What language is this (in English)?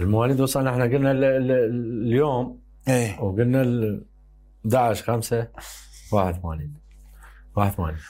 Mesopotamian Arabic